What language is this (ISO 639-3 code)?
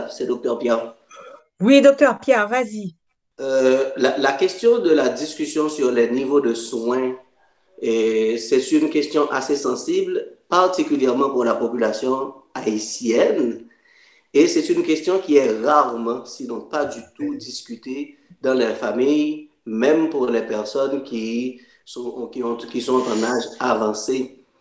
fra